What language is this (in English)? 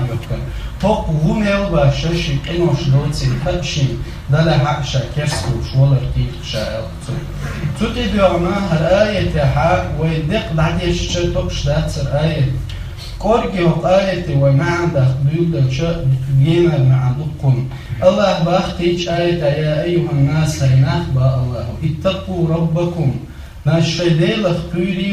Chechen